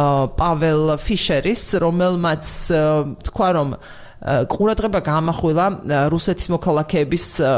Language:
Georgian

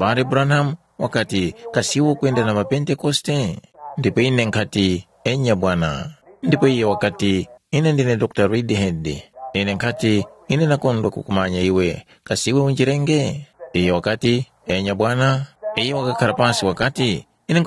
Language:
Tumbuka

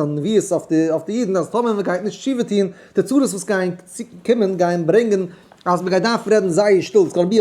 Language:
Yiddish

